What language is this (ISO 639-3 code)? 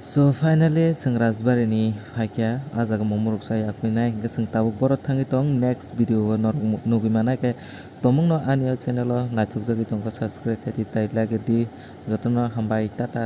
trp